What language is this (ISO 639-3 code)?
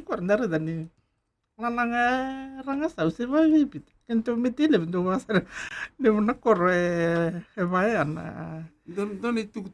fij